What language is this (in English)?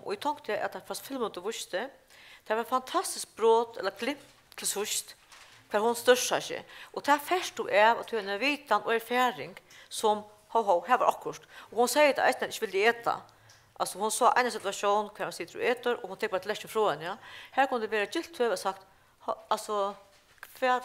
Faroese